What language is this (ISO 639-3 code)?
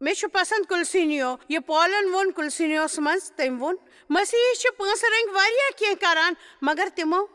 kas